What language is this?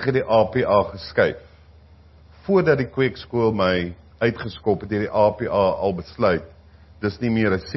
Afrikaans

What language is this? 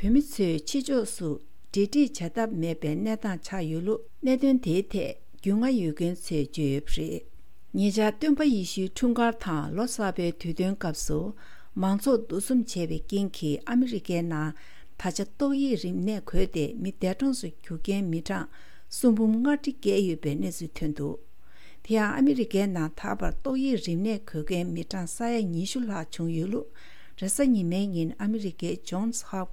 Tibetan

